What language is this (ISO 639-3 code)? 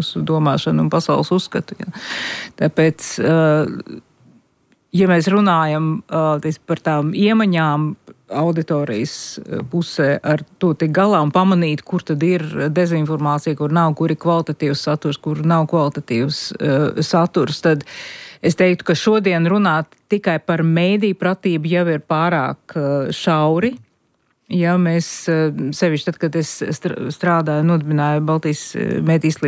lav